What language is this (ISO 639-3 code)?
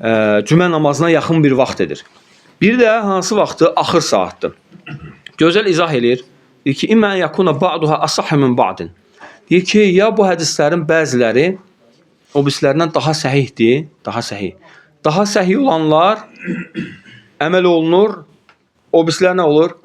aze